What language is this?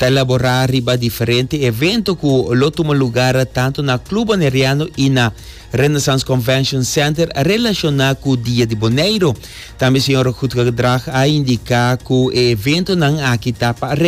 Papiamento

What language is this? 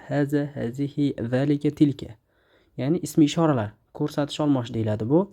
Uzbek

